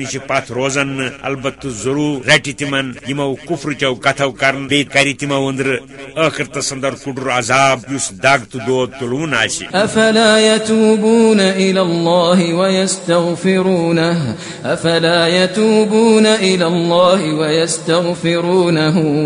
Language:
Kashmiri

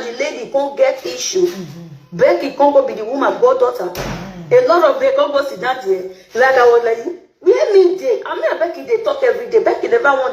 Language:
Nigerian Pidgin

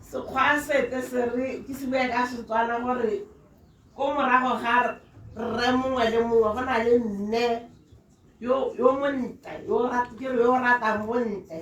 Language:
Tswana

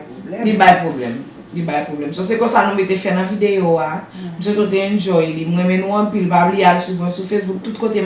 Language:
Haitian Creole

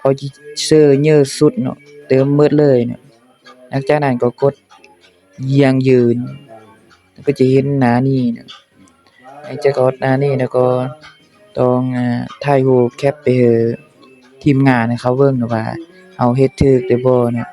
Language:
Lao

